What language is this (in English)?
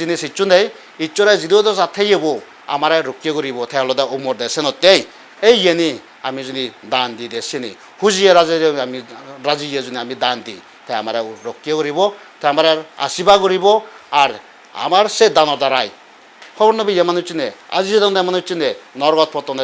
Chakma